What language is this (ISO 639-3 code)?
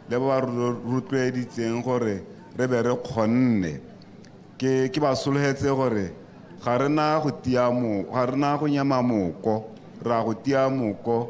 tsn